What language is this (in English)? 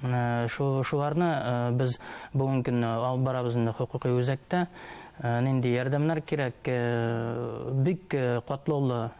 Bashkir